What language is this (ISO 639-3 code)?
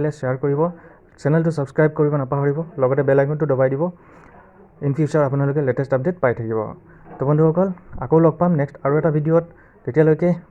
asm